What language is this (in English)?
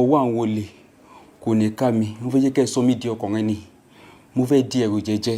Yoruba